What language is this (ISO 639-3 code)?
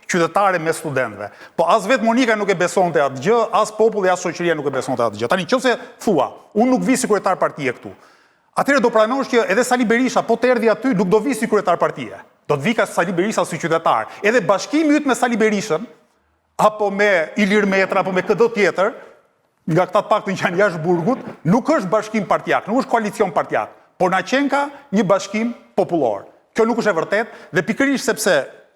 sqi